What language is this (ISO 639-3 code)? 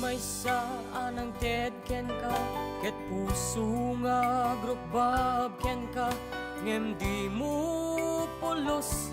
ilo